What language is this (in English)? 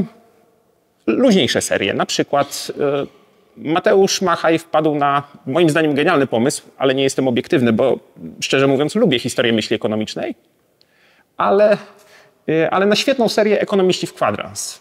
Polish